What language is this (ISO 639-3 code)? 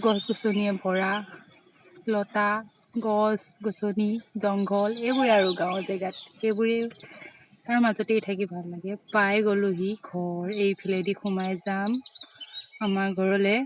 asm